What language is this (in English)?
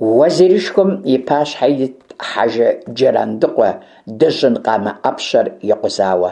Kabardian